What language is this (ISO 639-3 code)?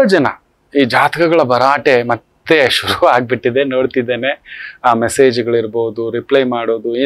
kan